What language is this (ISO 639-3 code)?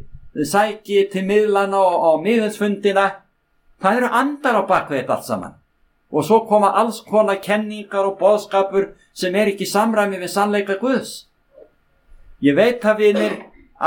isl